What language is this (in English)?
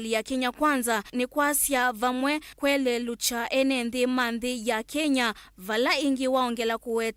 Kamba